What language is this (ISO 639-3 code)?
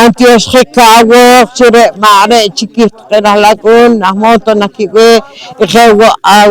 poh